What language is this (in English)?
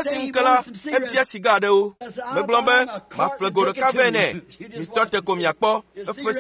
Ewe